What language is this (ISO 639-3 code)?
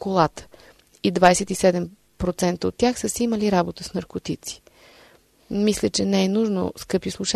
bul